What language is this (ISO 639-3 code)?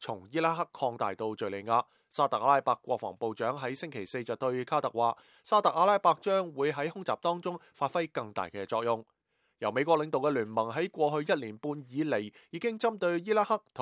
yue